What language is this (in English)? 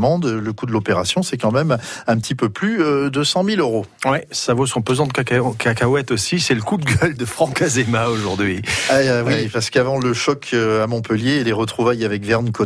French